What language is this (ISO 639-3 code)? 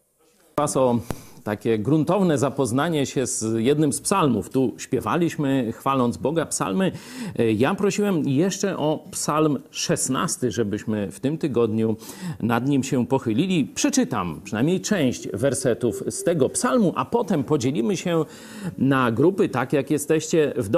pol